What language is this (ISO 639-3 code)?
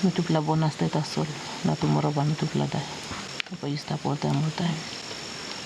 tpi